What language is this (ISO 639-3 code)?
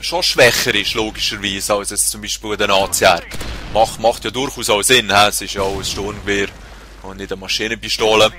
gsw